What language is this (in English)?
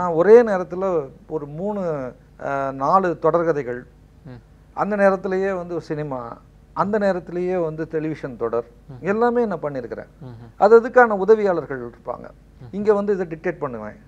Tamil